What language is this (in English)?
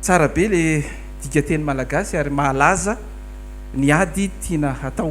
Malagasy